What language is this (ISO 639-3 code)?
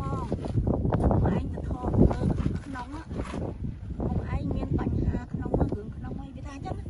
khm